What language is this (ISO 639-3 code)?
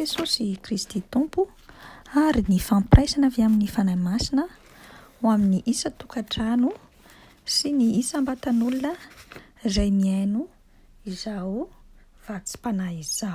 mlg